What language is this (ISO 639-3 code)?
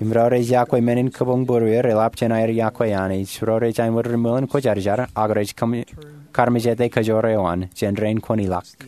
mah